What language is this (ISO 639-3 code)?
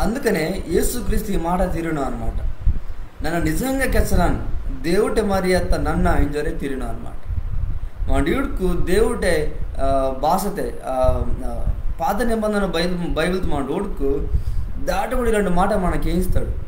kff